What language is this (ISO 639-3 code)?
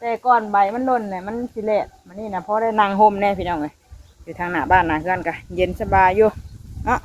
tts